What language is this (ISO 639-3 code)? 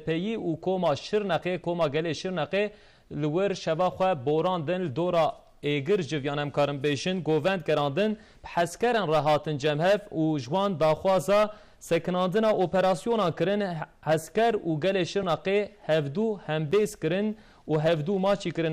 kur